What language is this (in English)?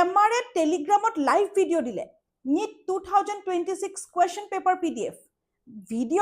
Assamese